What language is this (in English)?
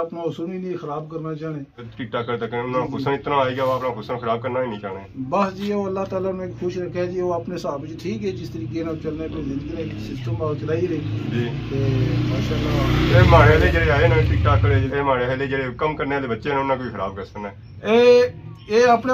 Pahari-Potwari